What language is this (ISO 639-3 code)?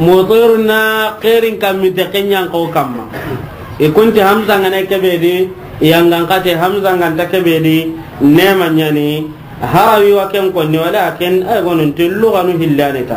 snk